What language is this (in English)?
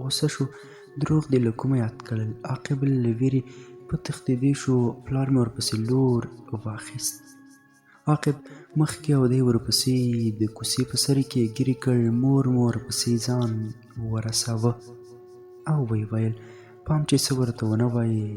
Pashto